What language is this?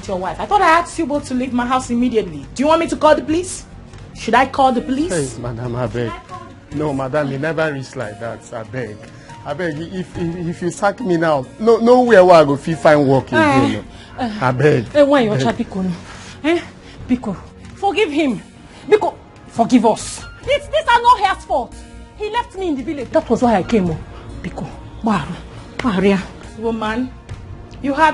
Nigerian Pidgin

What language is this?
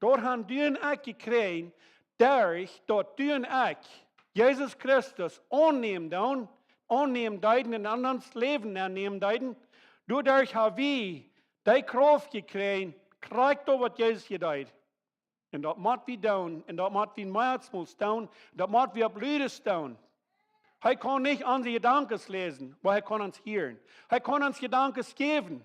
Plautdietsch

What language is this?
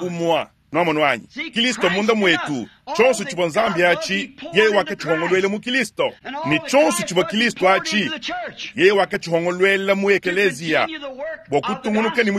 Luba-Lulua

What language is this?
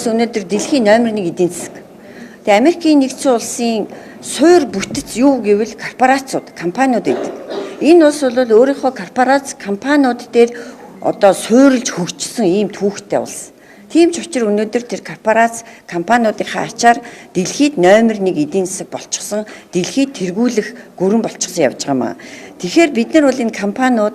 Mongolian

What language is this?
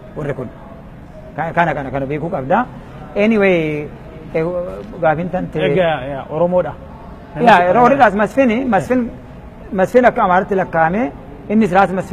Oromo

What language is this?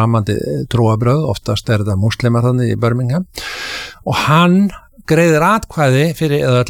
Icelandic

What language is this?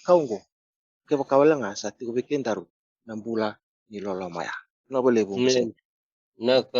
Fijian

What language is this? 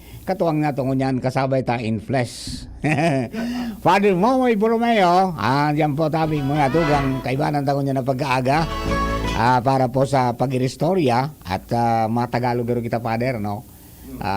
Bikol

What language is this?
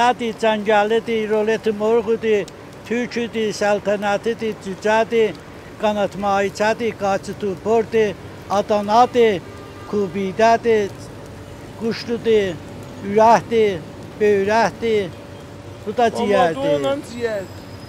South Azerbaijani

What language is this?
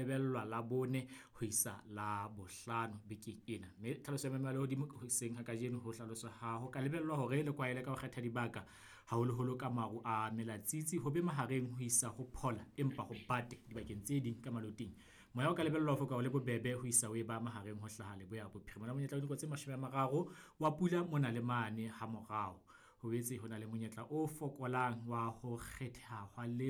Southern Sotho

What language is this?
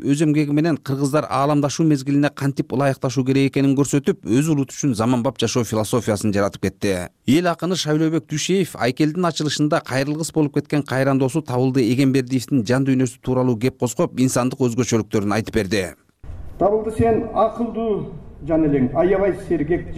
Kyrgyz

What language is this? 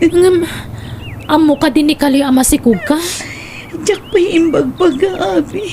Iloko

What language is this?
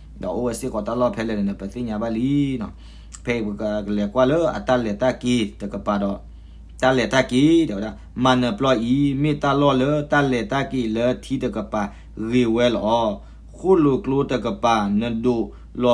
S'gaw Karen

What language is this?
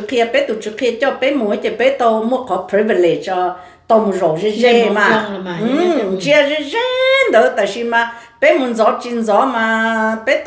Hmong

